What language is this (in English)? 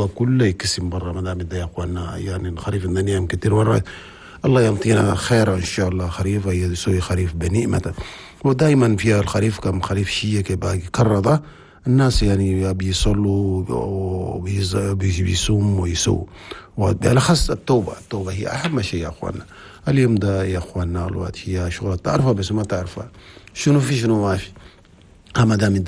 Chadian Arabic